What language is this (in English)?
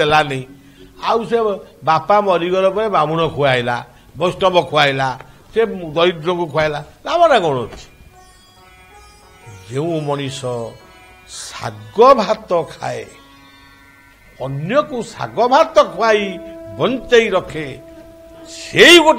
Odia